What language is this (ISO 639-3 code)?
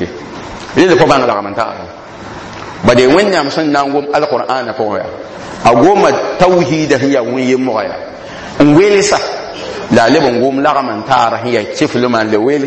mos